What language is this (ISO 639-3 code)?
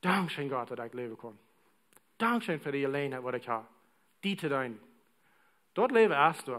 pdt